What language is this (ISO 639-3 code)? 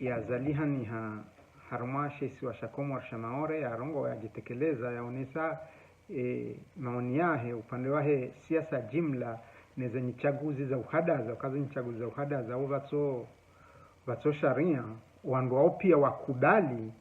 zdj